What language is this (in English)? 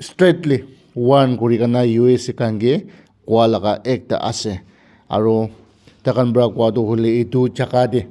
Naga Pidgin